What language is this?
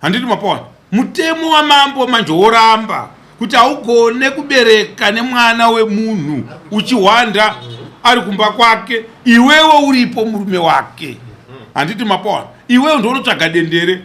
Shona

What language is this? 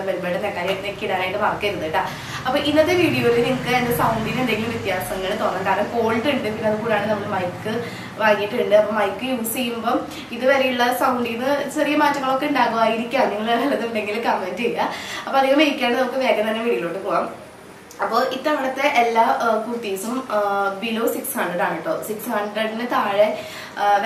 Malayalam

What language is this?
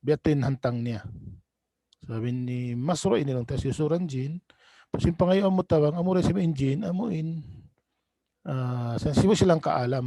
Tausug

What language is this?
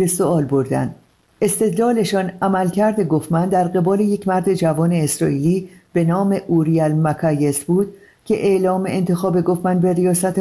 Persian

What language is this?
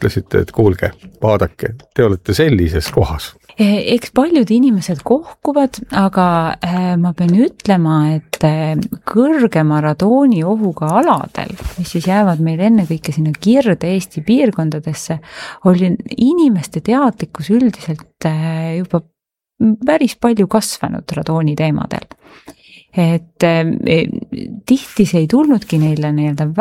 Estonian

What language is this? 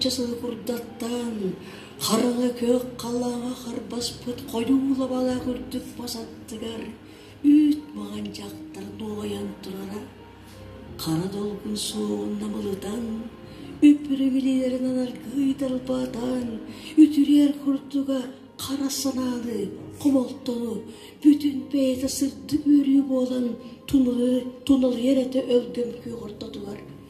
Yakut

